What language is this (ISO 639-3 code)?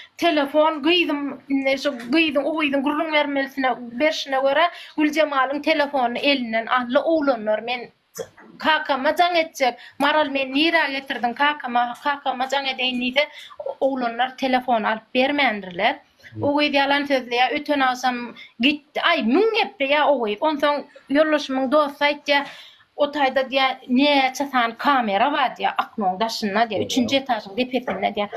tuk